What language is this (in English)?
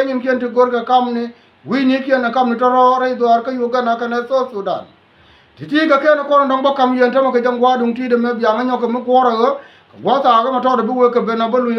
Nuer